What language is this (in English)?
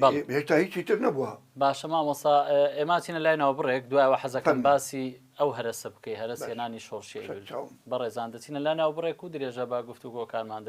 Central Kurdish